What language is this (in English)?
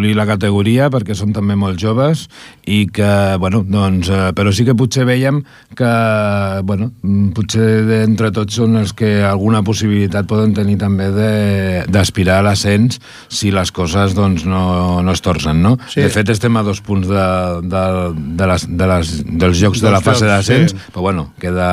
Catalan